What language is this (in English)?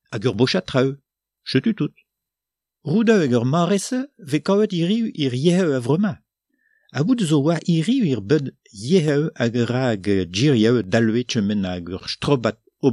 Breton